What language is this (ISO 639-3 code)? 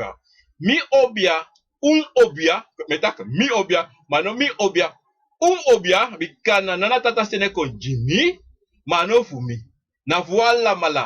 srn